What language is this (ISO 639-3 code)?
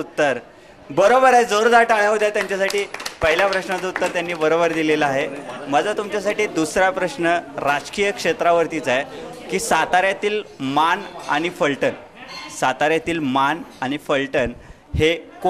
mar